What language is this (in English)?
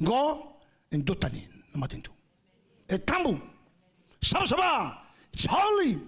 Fijian